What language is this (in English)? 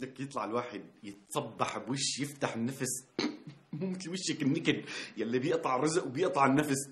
North Levantine Arabic